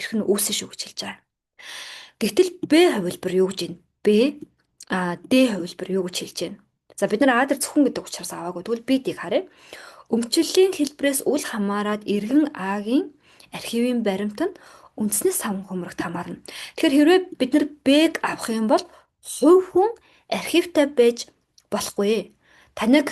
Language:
Mongolian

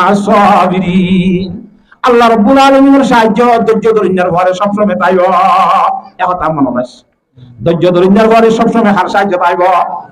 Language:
Rohingya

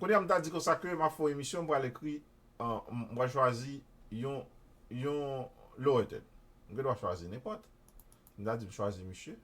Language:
Haitian Creole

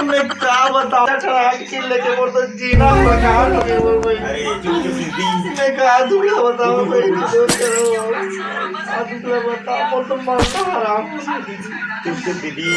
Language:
Chhattisgarhi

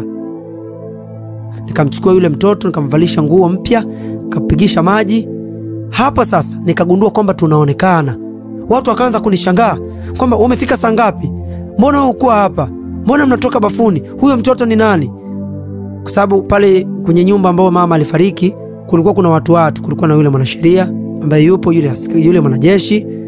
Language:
Swahili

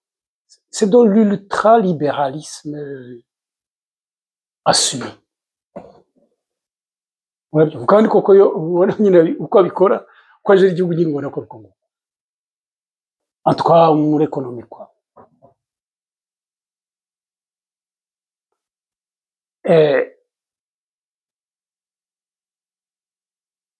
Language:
Kinyarwanda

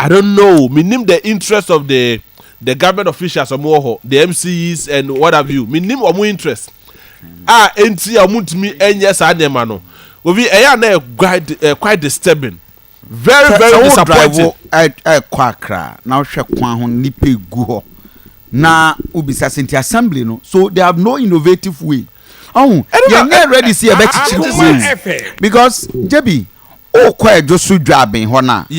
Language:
Akan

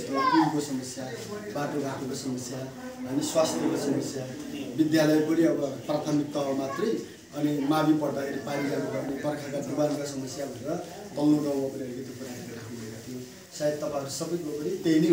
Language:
Nepali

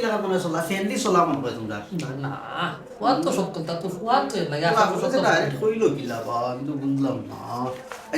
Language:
Sylheti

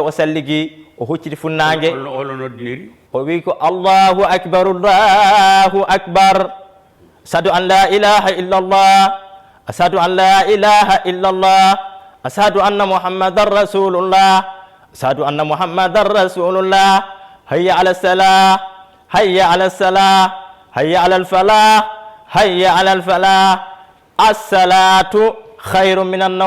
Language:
Fula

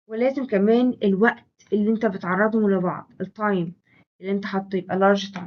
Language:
Egyptian Arabic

